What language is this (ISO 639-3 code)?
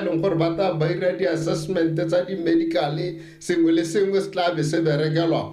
tsn